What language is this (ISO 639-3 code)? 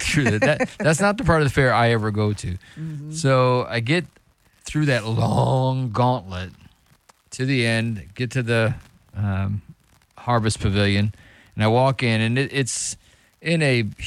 eng